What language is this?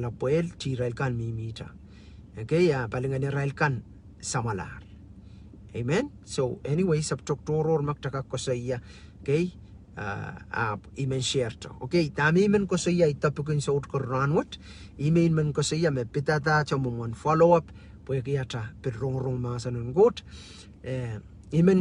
Pohnpeian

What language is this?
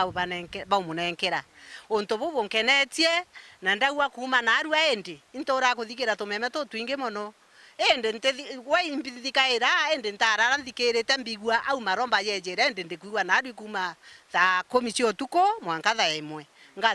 Meru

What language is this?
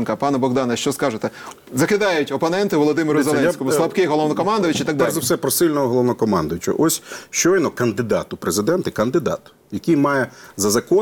Ukrainian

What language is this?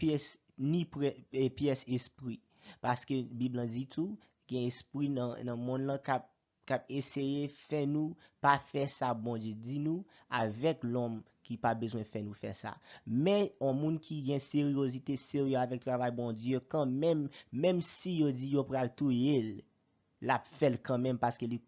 Haitian Creole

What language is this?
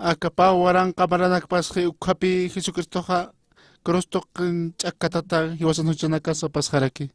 Aymara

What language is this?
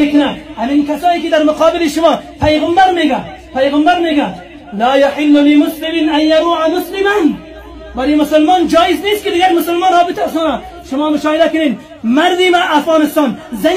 Tajik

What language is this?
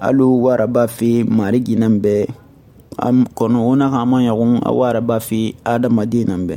Susu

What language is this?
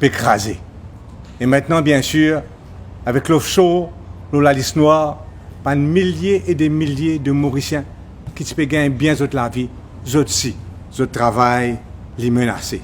Morisyen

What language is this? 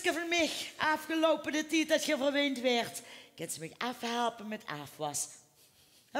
Limburgish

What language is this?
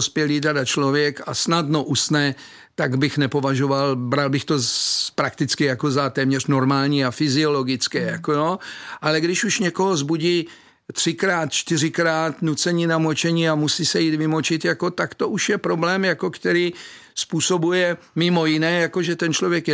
Czech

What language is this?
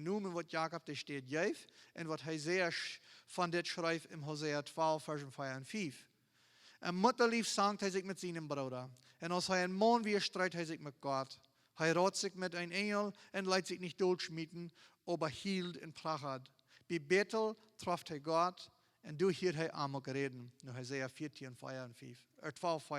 Plautdietsch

